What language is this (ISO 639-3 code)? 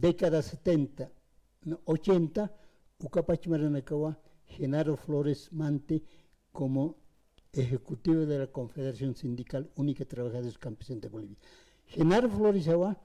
aym